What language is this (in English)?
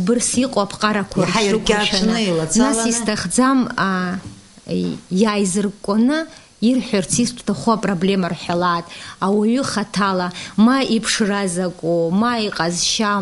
Abkhazian